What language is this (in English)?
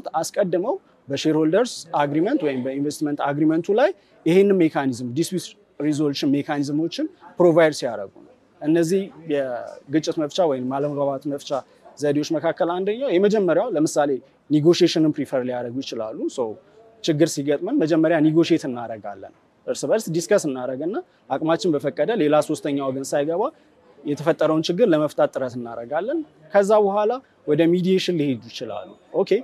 Amharic